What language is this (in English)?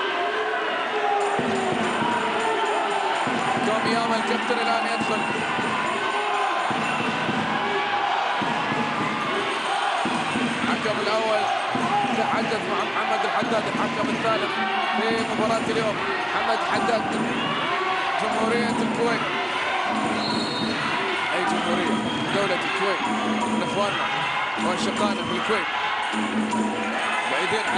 Arabic